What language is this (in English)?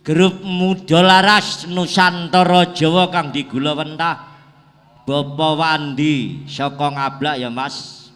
Javanese